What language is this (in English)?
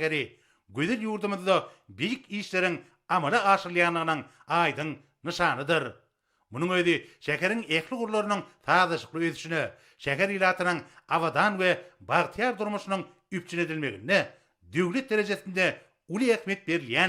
Turkmen